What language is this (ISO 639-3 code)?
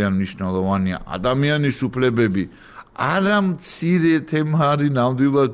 kat